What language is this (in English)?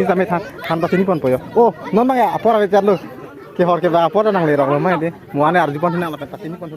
Karbi